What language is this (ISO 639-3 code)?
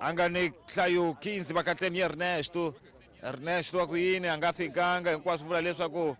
tso